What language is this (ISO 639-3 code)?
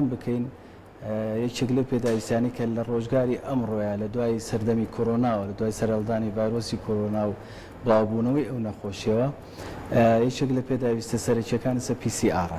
ckb